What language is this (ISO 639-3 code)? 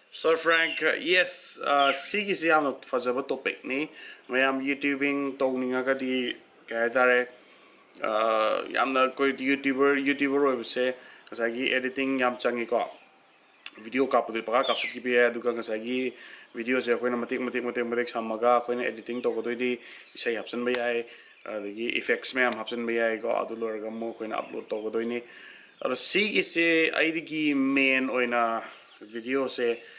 mni